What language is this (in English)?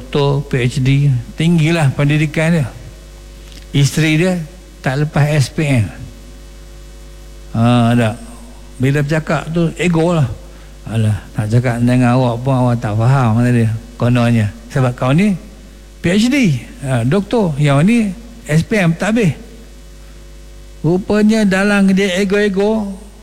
Malay